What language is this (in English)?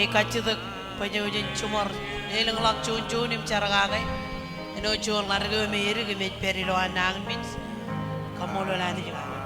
Marshallese